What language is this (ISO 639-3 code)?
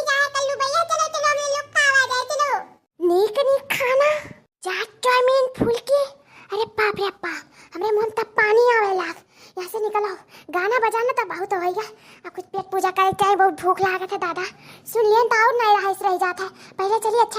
awa